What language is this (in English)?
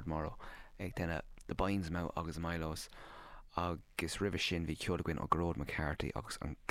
Irish